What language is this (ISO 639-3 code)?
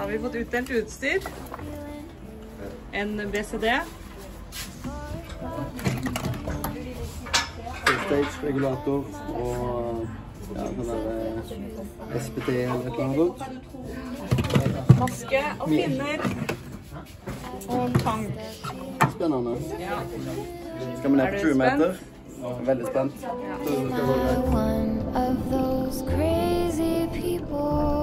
nor